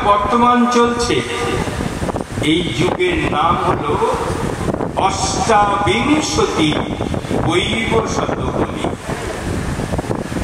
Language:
Bangla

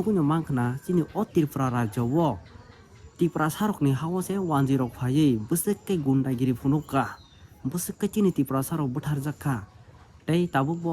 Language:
Kok Borok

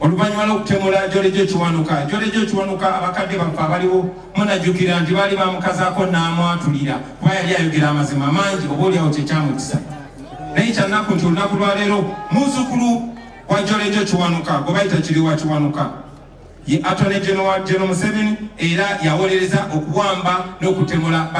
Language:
Ganda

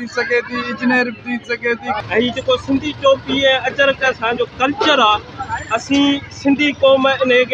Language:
Sindhi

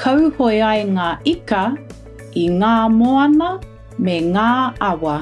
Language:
Māori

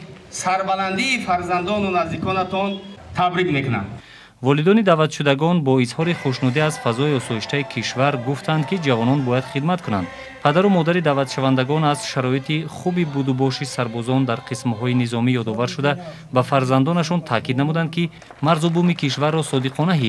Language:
Tajik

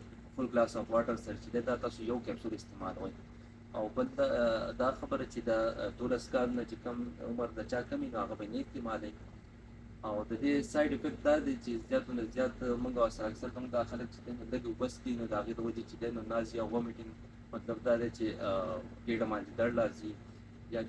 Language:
Pashto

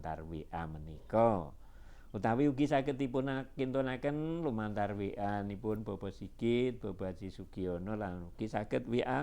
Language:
Javanese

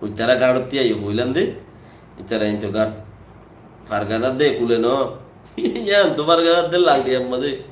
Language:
Rohingya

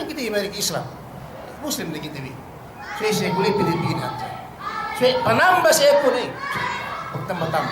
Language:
Yakan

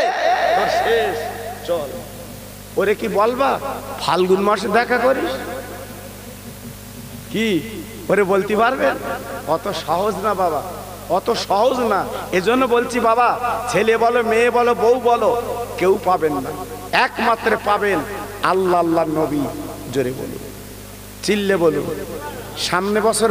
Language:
Bangla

